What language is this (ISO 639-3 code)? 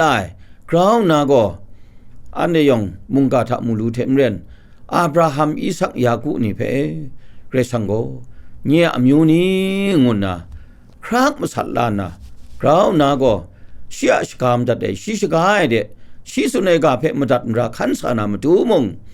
kac